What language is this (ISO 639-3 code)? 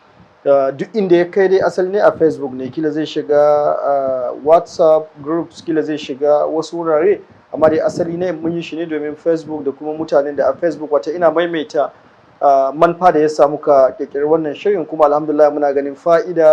hau